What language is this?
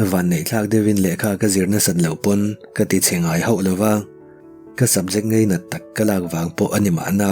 Mizo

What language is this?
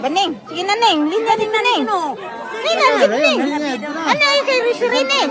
Cebuano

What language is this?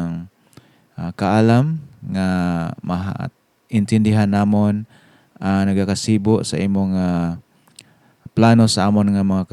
Hiligaynon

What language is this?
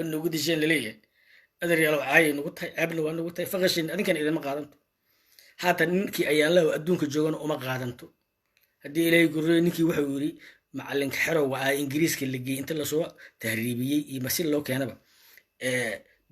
Somali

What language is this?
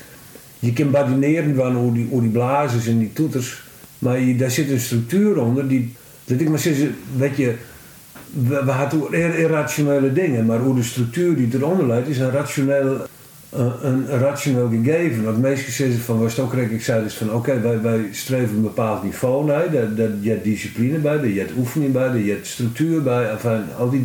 Western Frisian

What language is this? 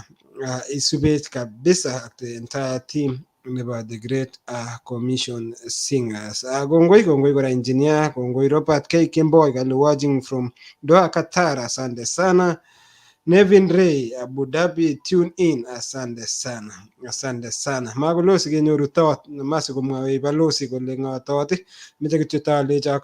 Kalenjin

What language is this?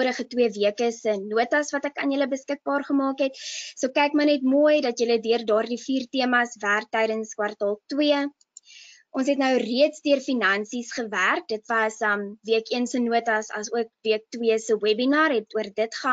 Afrikaans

